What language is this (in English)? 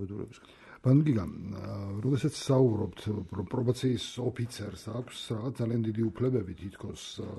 Georgian